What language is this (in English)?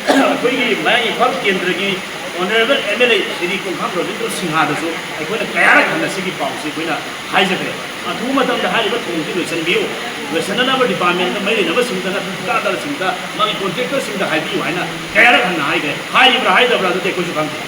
Manipuri